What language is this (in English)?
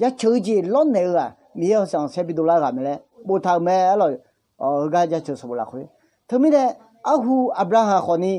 Akha